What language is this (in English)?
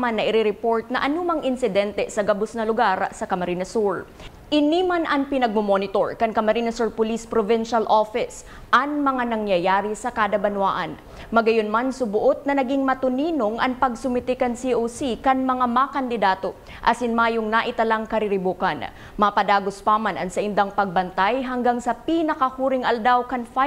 Bikol